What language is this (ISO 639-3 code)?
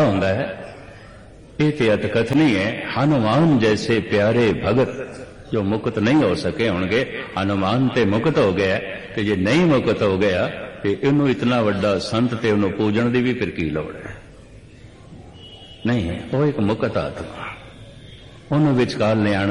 pan